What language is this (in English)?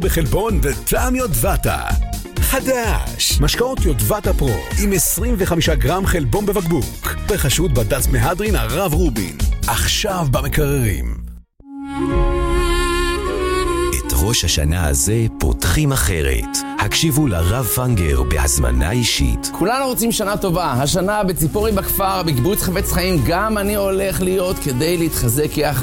Hebrew